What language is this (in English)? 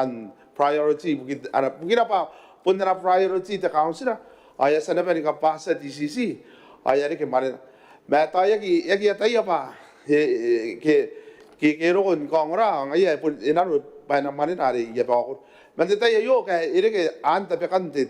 Gilbertese